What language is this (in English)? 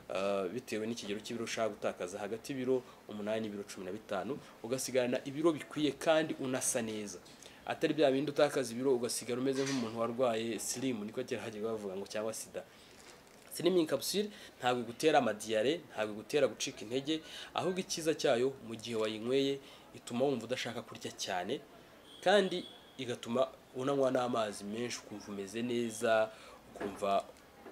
Kinyarwanda